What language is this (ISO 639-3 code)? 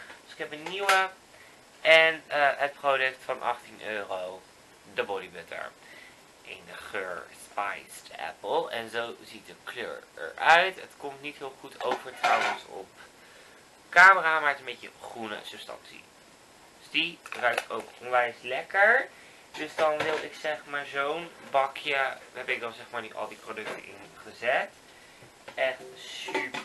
nld